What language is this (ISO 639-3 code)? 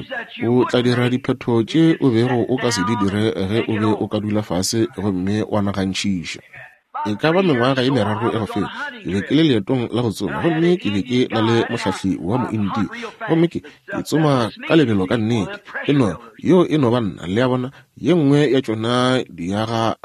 nso